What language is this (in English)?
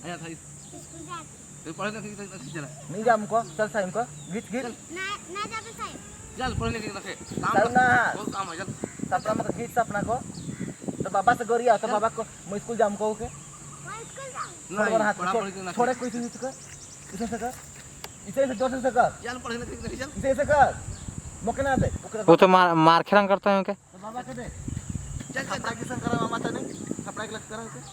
Sadri